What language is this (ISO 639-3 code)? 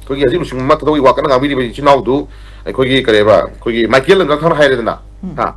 mni